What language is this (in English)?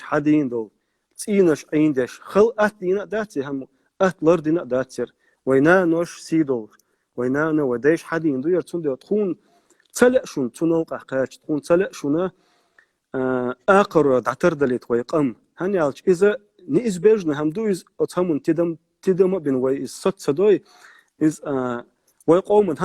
Chechen